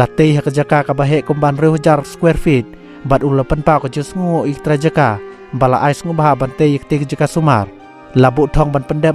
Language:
Khasi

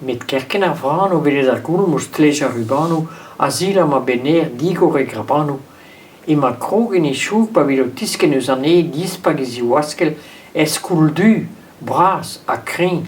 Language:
Breton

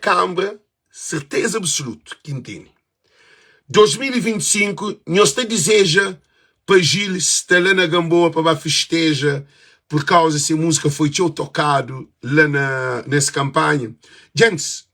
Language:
Kabuverdianu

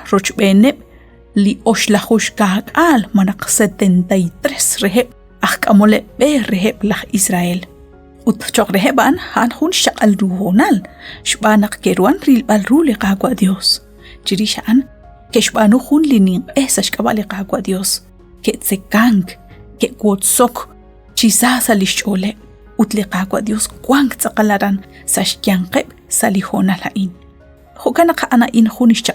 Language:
Kekchí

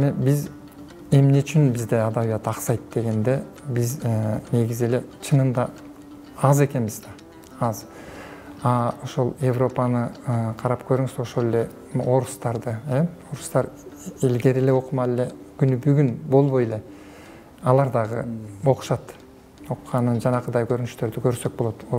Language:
Kyrgyz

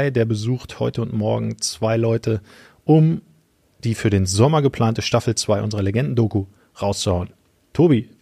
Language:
German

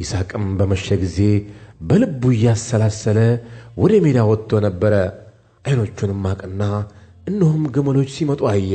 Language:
Amharic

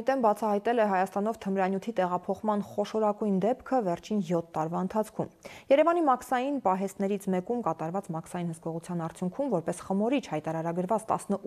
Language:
Armenian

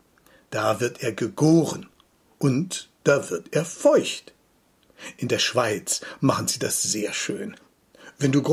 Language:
German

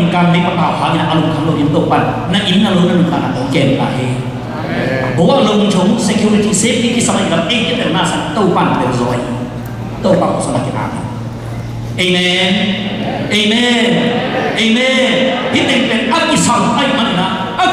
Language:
Tedim Chin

